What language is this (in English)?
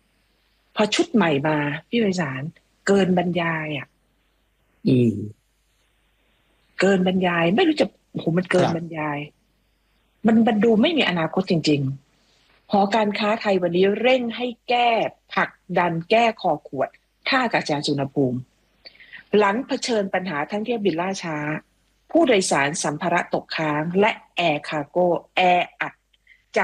Thai